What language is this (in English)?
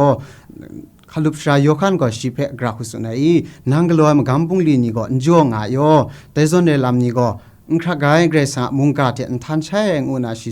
Kachin